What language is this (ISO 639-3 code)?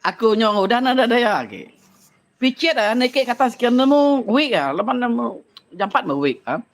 iba